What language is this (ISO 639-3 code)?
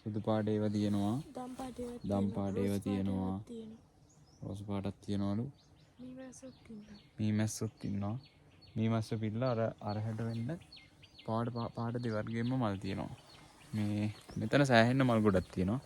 sin